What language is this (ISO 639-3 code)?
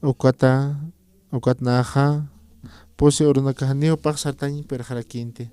aym